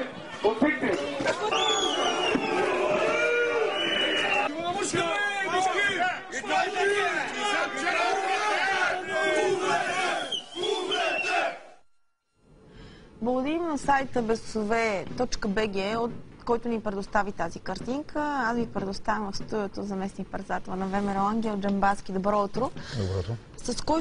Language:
Bulgarian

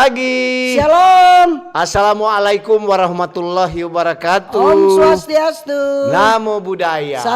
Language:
Manado Malay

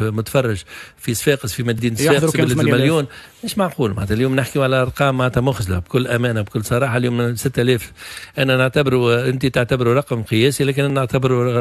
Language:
Tunisian Arabic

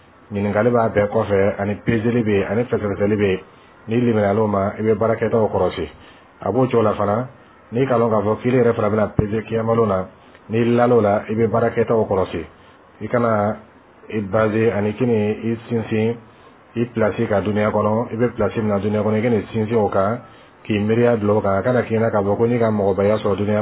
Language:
Bambara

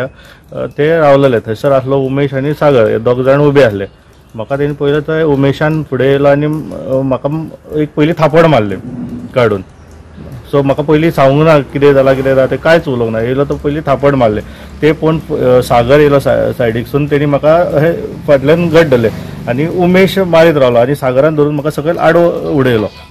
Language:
Konkani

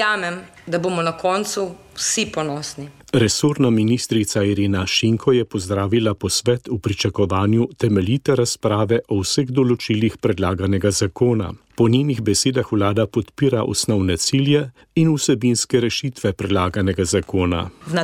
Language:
Slovenian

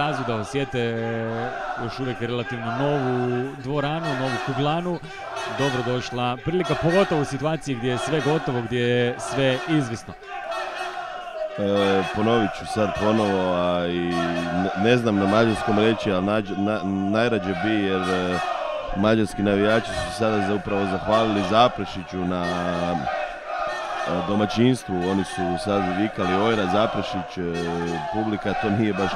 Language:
Croatian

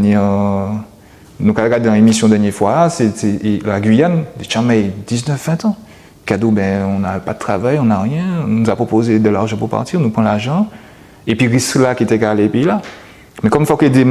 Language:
Guadeloupean Creole French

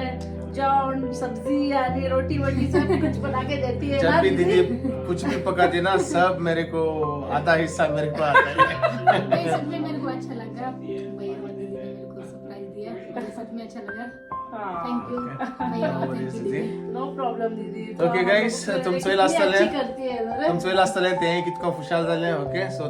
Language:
Konkani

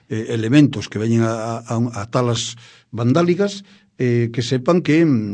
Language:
Galician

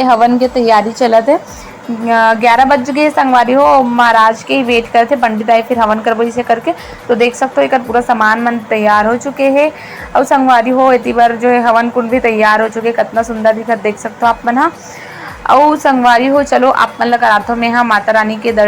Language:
Chhattisgarhi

